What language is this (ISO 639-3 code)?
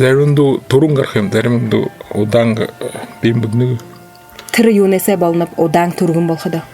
bua